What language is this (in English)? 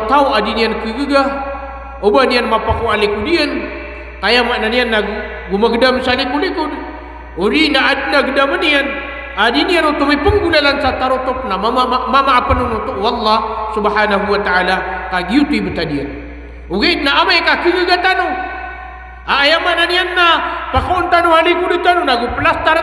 Maranao